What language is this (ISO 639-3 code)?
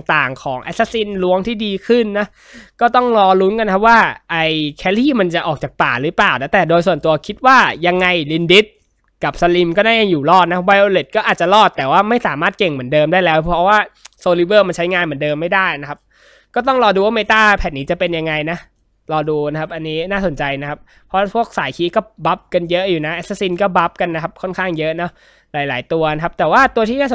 tha